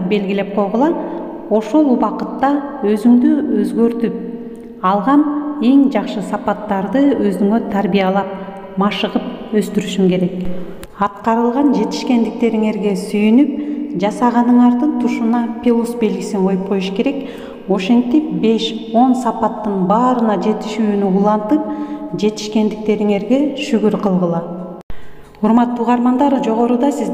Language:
Kyrgyz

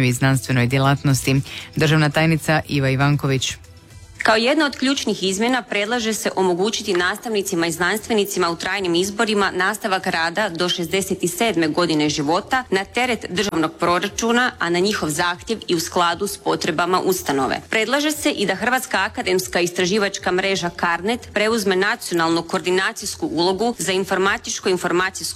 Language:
Croatian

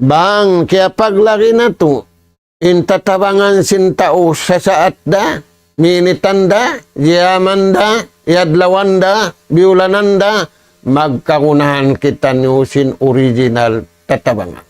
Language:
Tausug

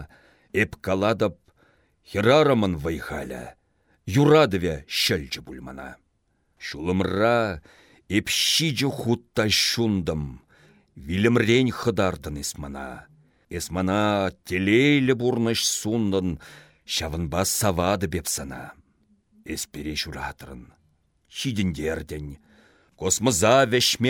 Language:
Chuvash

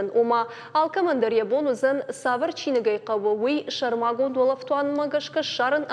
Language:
Ossetic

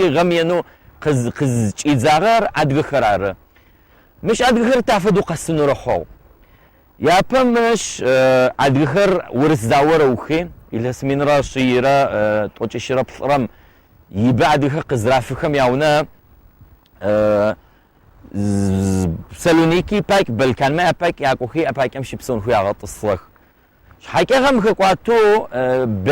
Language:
Adyghe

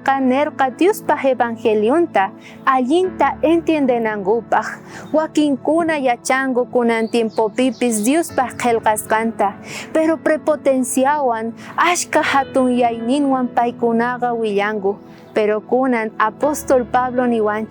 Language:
South Bolivian Quechua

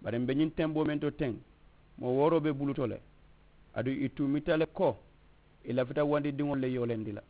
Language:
Mandingo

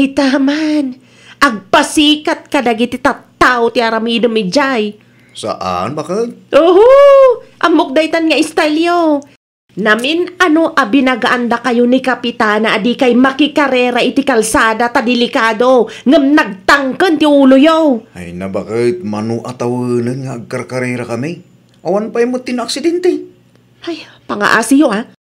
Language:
Iloko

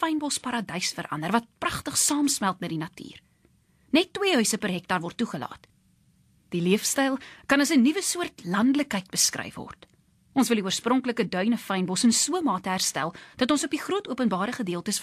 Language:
Afrikaans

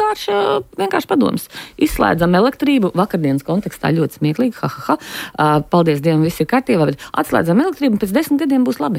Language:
Latvian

